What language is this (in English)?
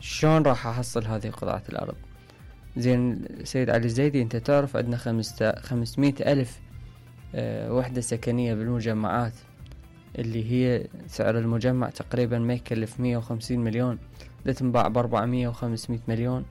Mesopotamian Arabic